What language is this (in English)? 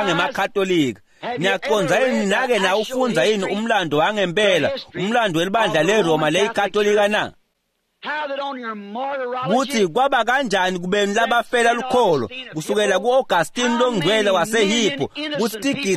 Swati